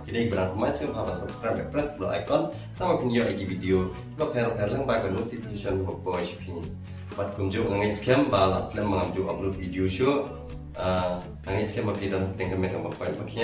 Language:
Khasi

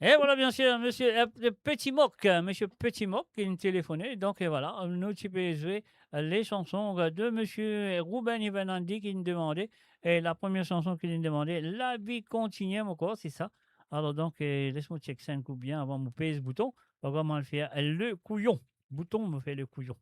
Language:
Morisyen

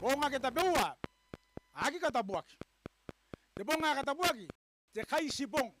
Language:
Gilbertese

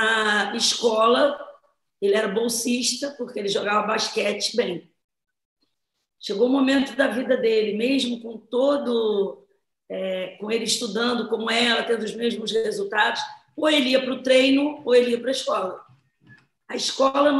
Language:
Portuguese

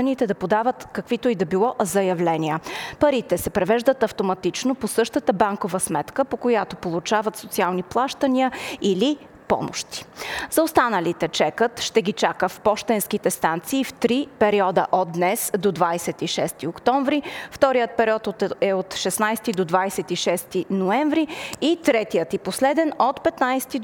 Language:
Bulgarian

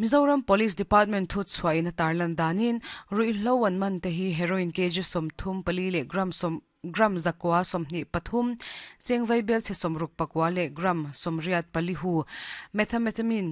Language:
Mizo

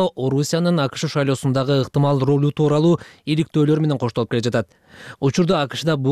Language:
Kyrgyz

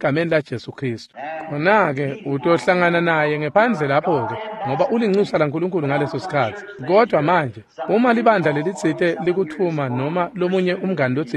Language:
Swati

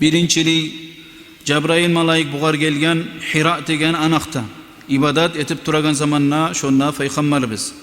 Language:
Kumyk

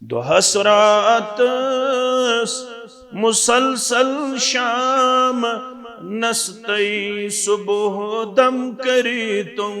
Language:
Kashmiri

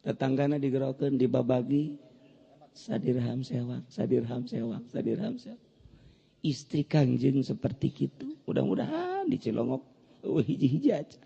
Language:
Sundanese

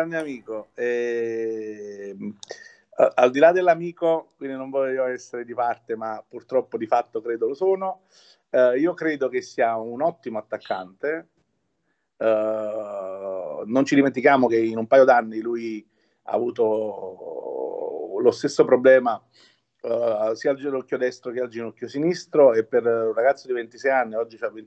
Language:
Italian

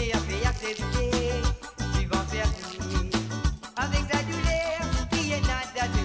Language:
Morisyen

